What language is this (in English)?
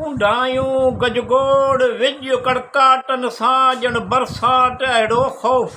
Sindhi